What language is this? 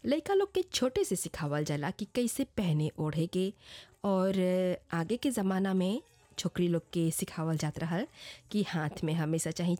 Bhojpuri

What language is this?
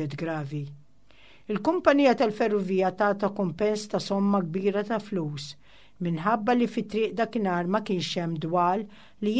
Maltese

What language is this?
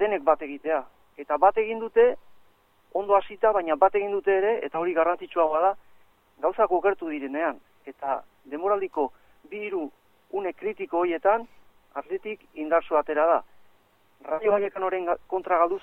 Basque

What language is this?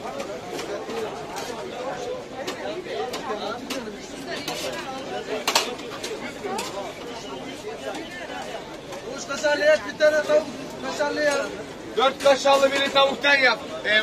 Turkish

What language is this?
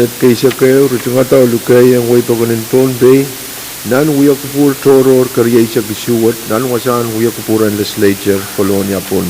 Pohnpeian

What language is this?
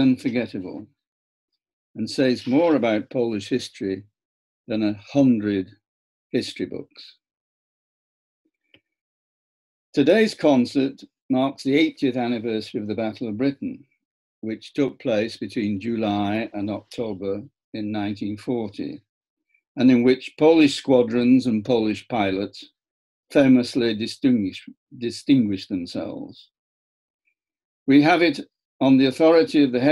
English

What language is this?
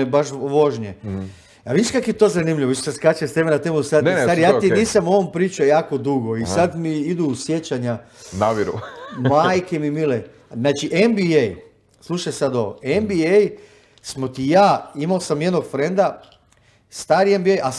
Croatian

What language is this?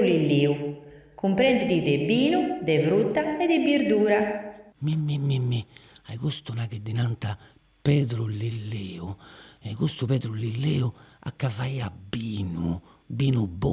Sardinian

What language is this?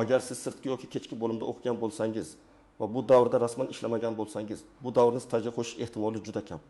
Uzbek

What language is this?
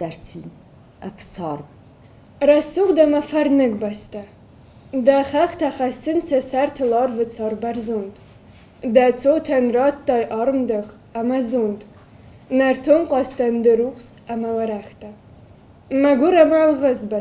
Ossetic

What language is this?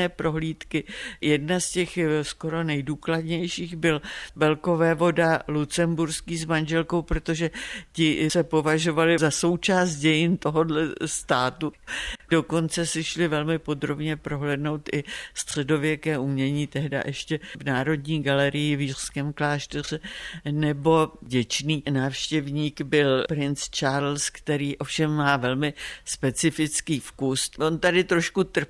Czech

